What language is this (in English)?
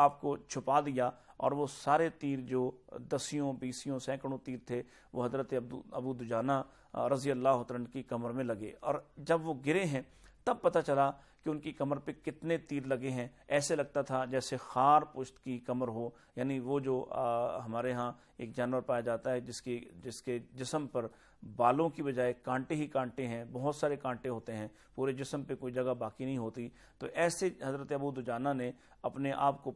Urdu